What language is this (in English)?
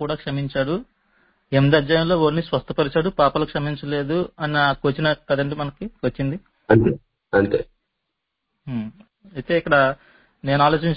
Telugu